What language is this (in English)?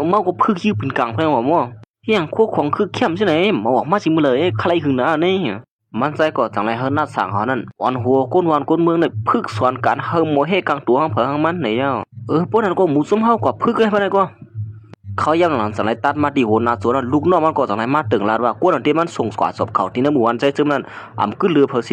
Shan